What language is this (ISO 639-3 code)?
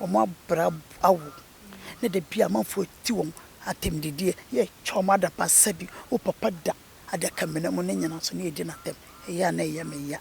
aka